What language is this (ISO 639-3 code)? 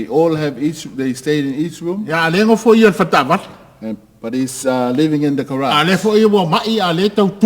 smo